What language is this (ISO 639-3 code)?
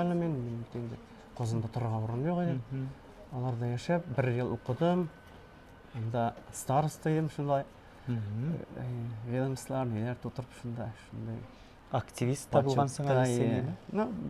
tat